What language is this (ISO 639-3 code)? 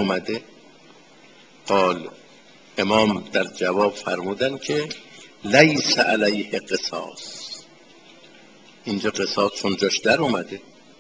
fas